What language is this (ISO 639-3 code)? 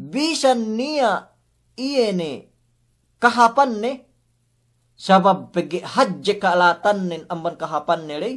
yka